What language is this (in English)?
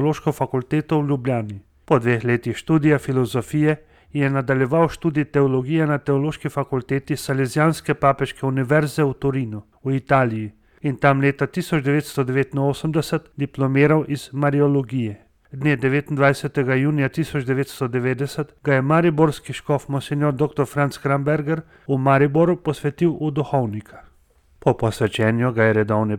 Slovenian